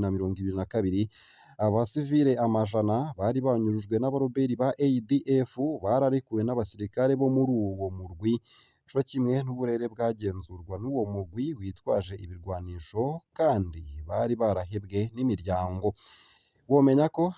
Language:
Rundi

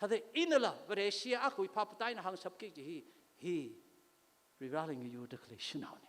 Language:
Tangkhul Naga (India)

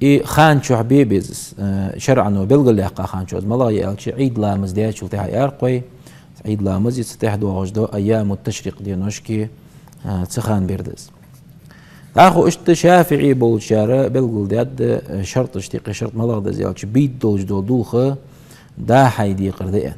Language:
Ingush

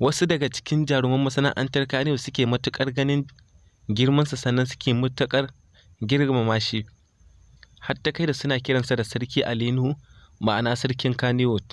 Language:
Hausa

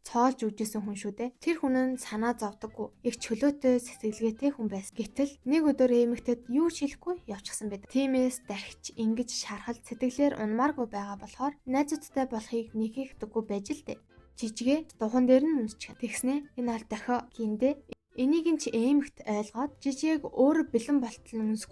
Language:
Mongolian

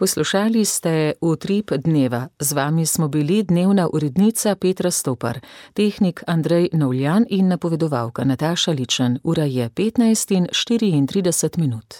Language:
Slovenian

